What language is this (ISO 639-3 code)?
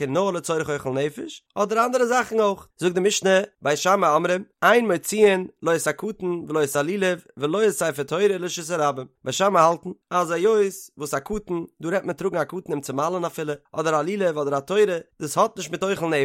yid